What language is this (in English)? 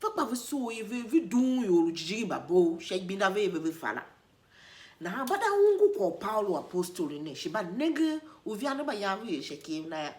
Tiv